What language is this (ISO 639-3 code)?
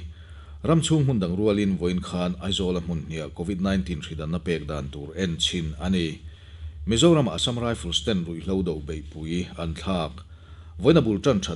lus